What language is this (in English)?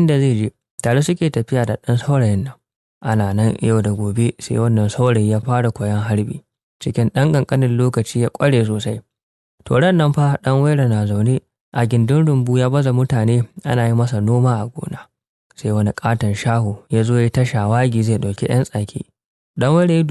Hausa